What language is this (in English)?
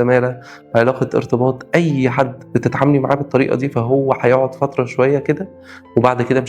Egyptian Arabic